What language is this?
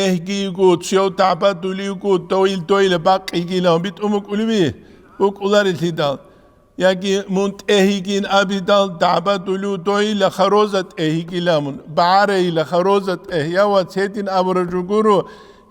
Avaric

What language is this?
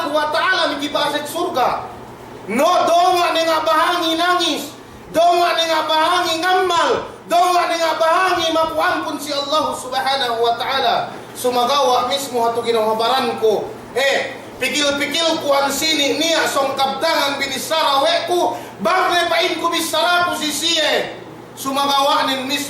Yakan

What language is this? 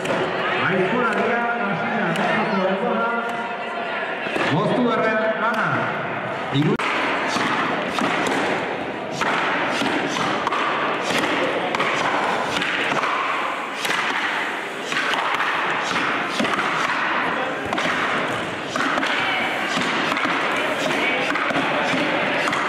Basque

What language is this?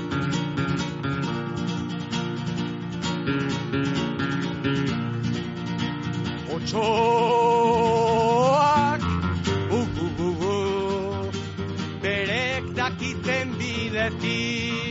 Basque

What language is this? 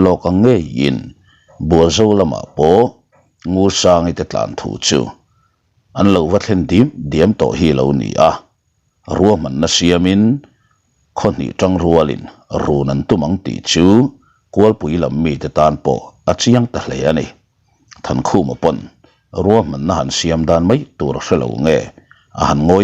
Mizo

